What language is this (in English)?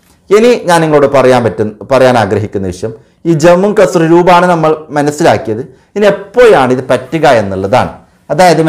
Malayalam